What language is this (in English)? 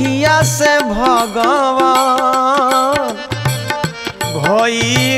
Bhojpuri